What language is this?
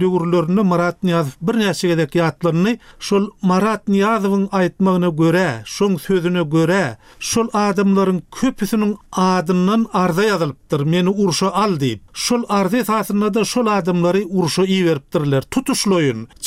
Turkmen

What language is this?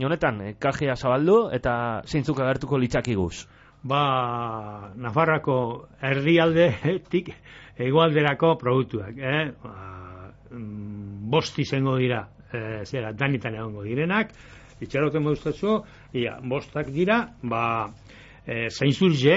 Basque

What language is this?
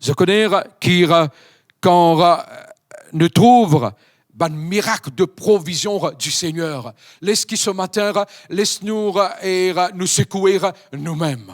Morisyen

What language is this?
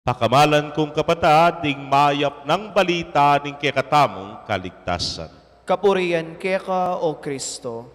Pampanga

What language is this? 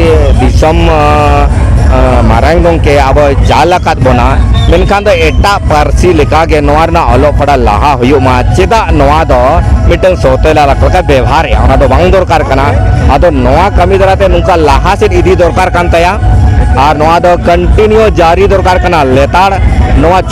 Santali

